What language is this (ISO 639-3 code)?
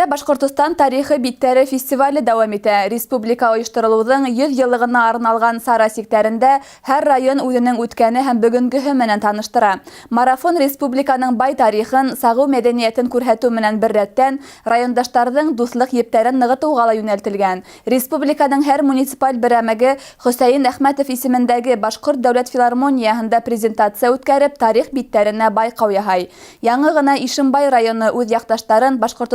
bak